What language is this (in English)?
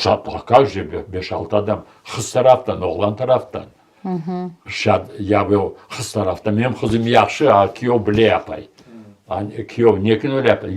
Crimean Tatar